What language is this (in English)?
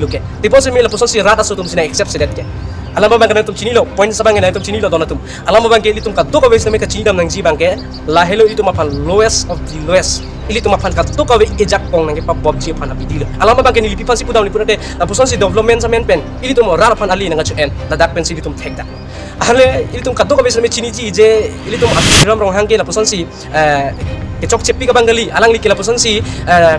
Karbi